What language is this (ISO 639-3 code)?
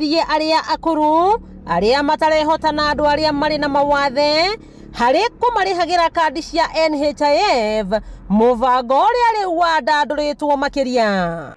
kik